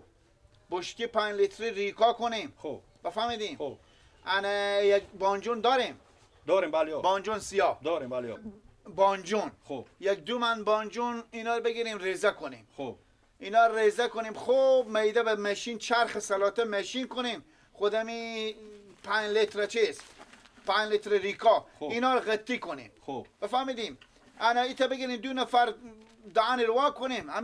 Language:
Persian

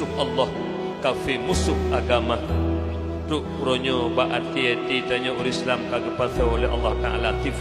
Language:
Achinese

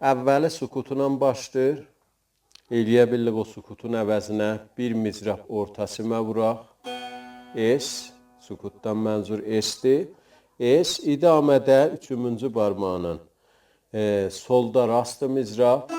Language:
South Azerbaijani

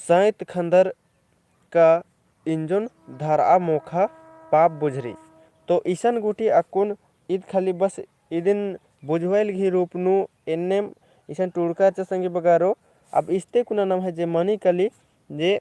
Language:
Kurukh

